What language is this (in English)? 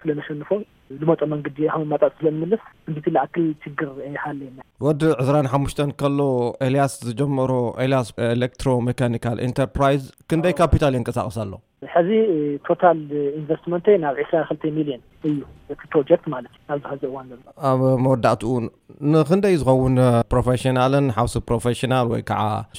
Tigrinya